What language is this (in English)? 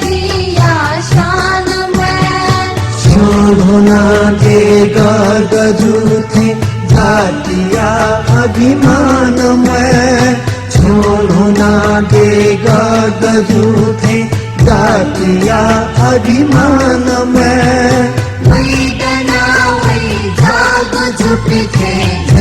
Newari